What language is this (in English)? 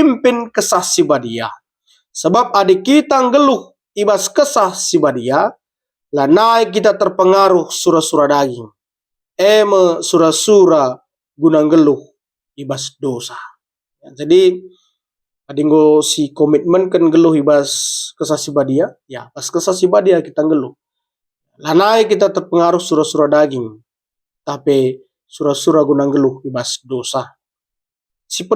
Batak Karo